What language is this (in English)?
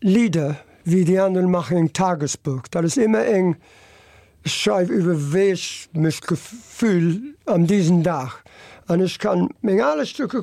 Luxembourgish